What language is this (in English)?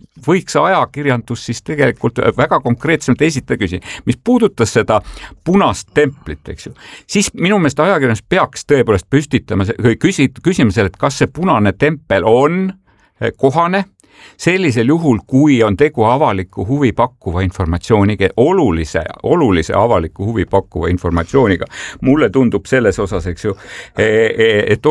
Estonian